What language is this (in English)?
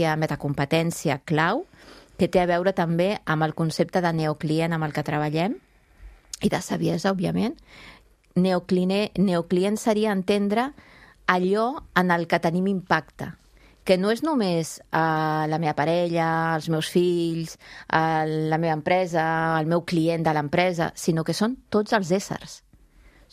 Catalan